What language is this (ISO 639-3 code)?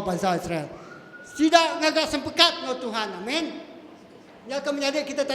iba